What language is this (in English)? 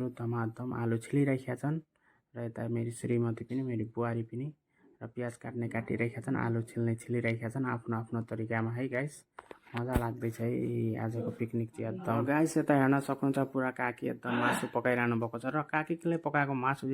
Nepali